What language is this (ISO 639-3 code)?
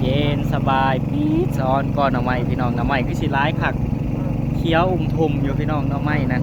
tts